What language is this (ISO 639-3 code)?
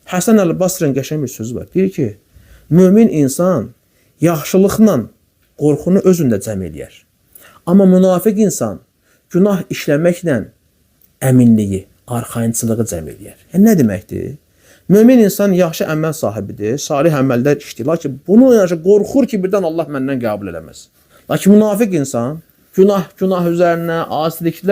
aze